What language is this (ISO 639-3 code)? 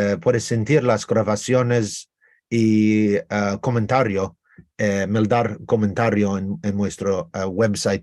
lad